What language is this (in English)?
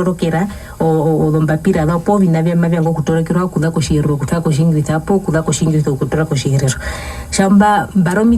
Herero